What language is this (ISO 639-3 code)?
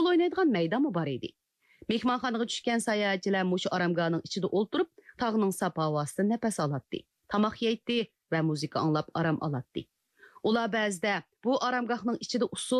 uig